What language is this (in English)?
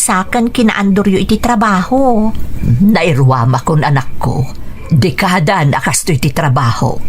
Iloko